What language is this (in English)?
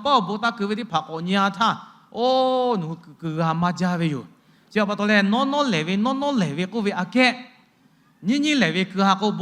Lahu